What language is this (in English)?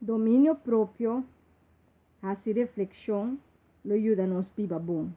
Papiamento